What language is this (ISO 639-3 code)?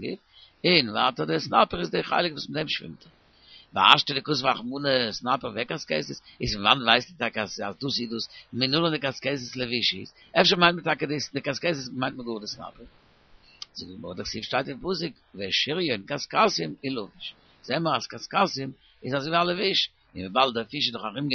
yid